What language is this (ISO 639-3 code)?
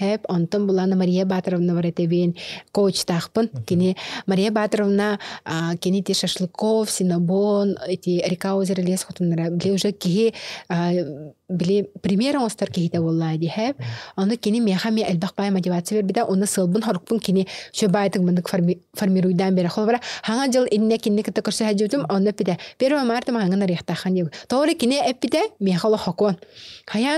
sah